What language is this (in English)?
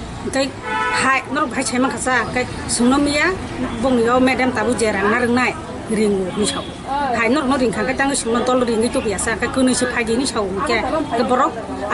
Kok Borok